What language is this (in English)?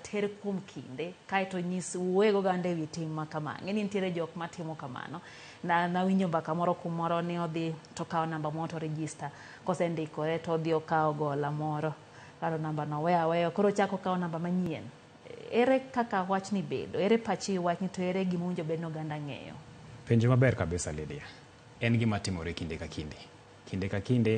Luo (Kenya and Tanzania)